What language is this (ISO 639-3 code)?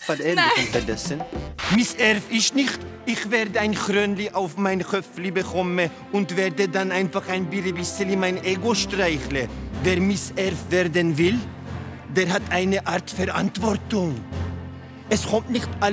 gsw